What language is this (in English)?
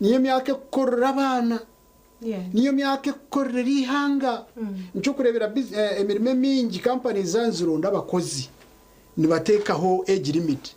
Nyankole